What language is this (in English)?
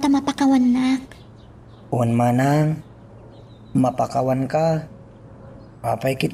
Iloko